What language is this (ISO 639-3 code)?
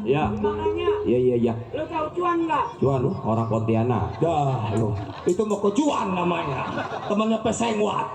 bew